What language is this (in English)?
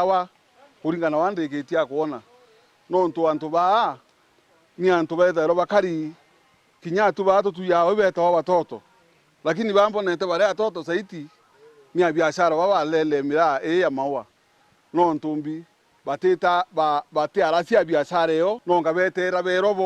Meru